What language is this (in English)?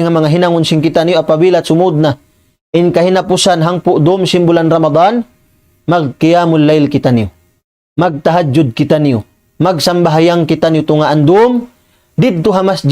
Tausug